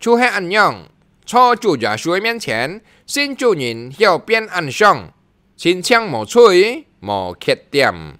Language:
Hakka Chinese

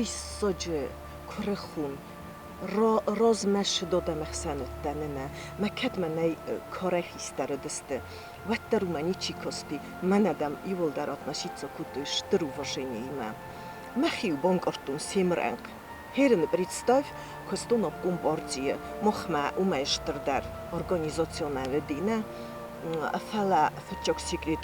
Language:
Ossetic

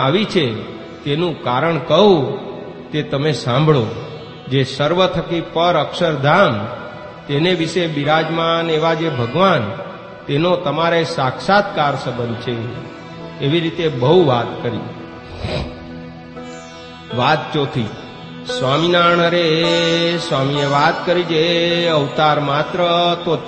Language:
Gujarati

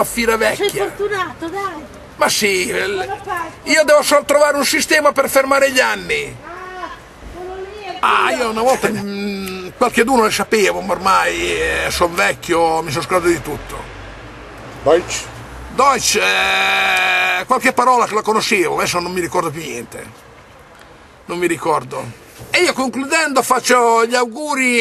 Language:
Italian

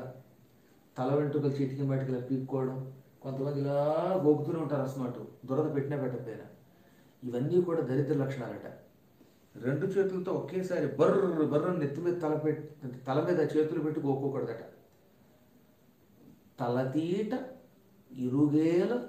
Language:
Telugu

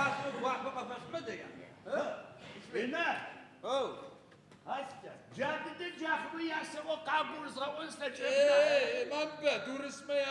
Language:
Adyghe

